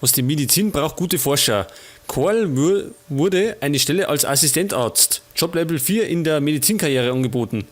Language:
Bavarian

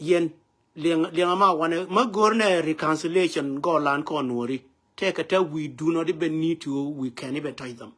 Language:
Nuer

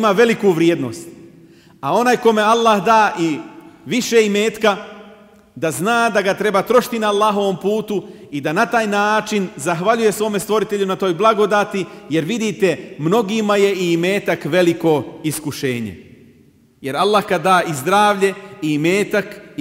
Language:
Bosnian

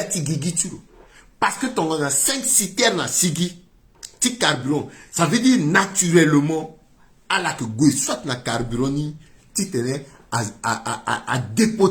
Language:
Sango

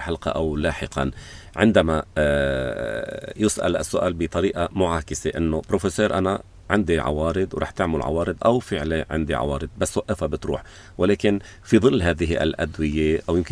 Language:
North Levantine Arabic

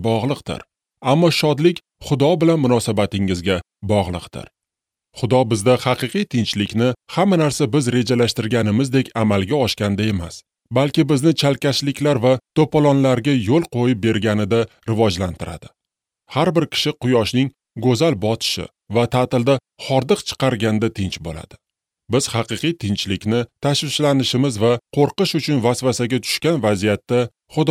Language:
Uzbek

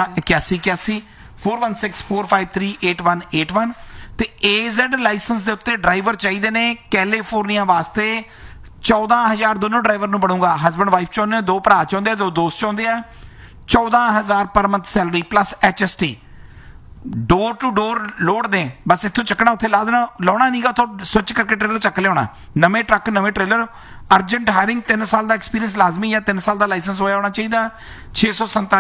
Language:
Punjabi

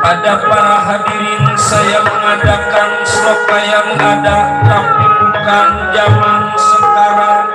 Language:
Betawi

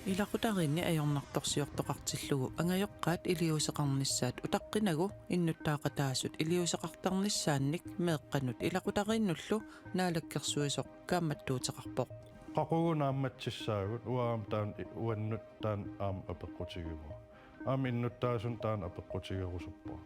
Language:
Kalaallisut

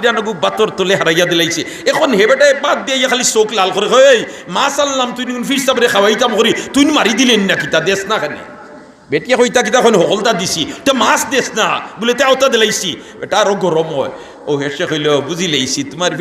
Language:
Sylheti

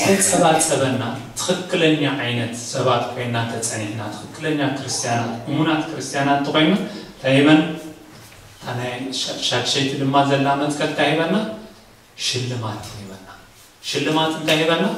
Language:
Tigrinya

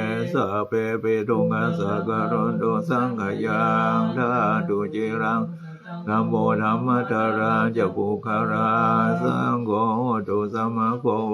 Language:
Pali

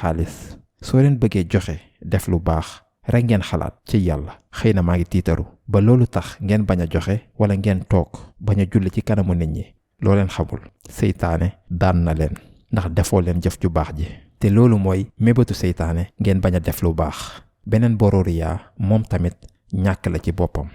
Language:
Wolof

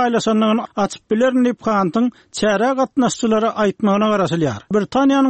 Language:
Turkmen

